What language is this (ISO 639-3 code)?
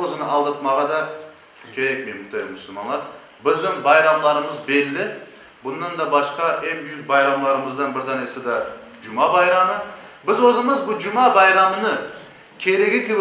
crh